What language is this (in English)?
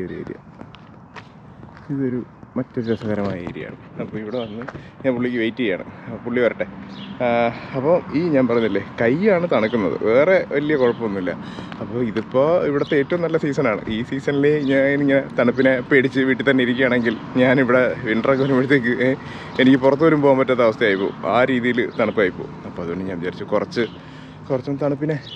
Malayalam